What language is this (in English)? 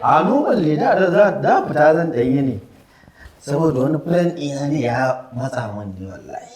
Hausa